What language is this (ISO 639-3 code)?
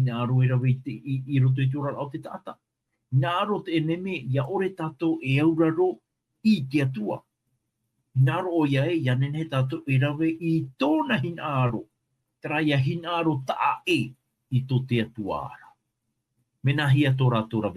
tah